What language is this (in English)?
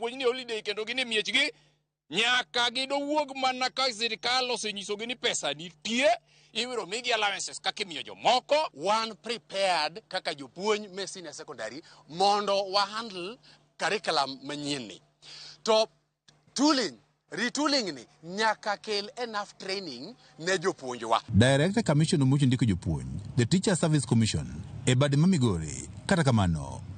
Luo (Kenya and Tanzania)